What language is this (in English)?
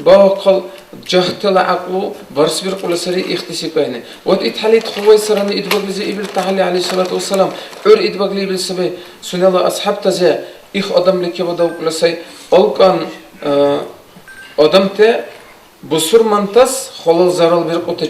Dargwa